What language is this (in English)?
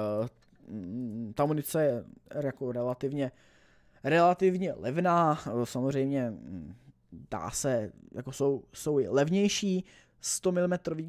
Czech